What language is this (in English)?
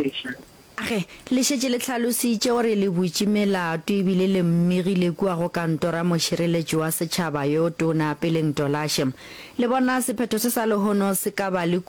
Northern Sotho